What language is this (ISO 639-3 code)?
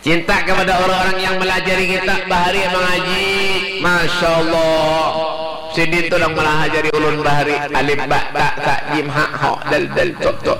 bjn